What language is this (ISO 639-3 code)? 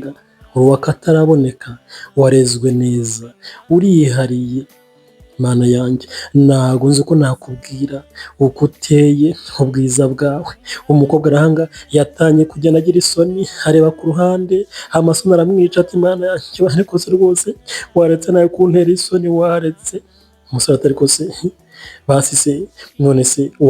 kin